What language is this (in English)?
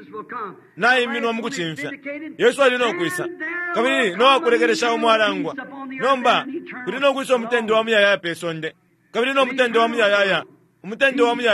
Bemba